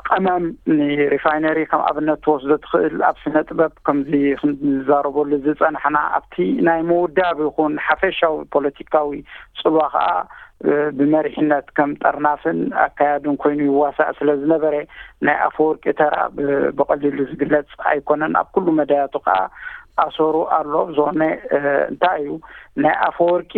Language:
Tigrinya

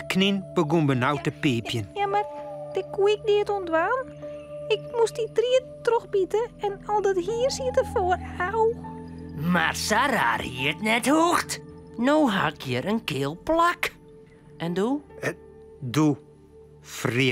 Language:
Western Frisian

